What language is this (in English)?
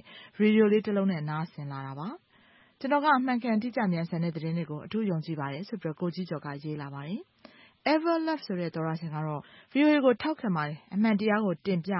Burmese